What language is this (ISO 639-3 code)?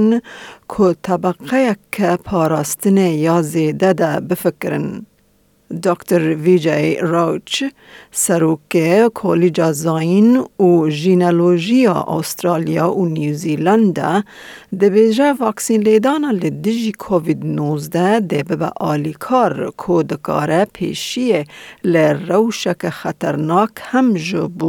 kur